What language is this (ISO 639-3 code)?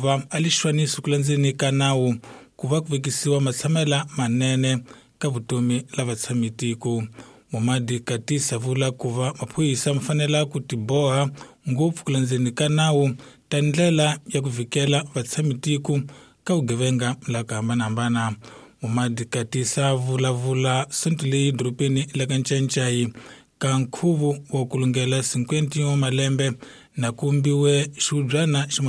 tso